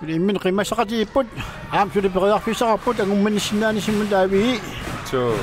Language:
Kalaallisut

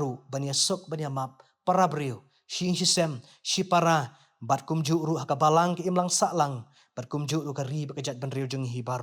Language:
Khasi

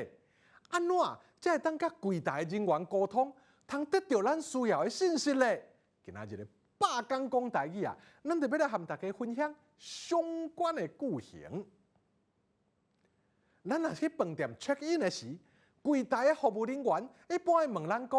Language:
Min Nan Chinese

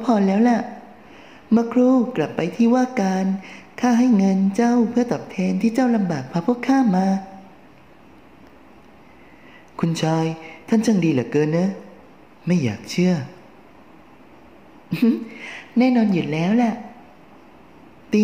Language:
Thai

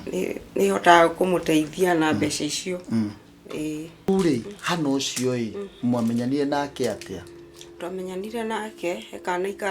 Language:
Kikuyu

